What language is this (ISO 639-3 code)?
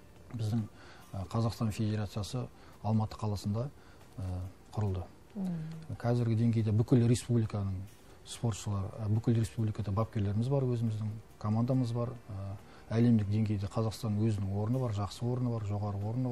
kaz